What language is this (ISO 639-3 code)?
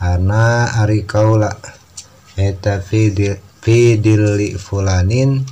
sun